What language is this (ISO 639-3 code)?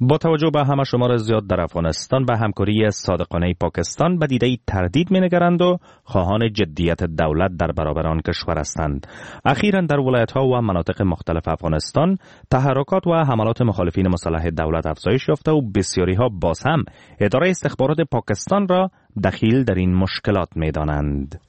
fas